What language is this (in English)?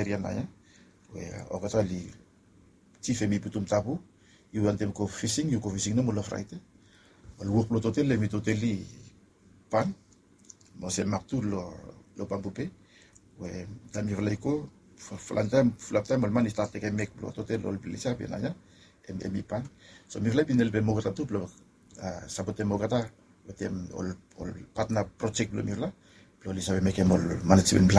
Bislama